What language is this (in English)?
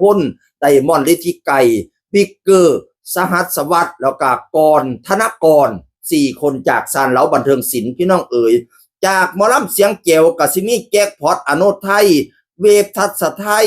Northeastern Thai